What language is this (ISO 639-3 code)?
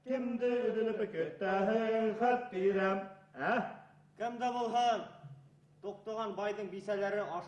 bak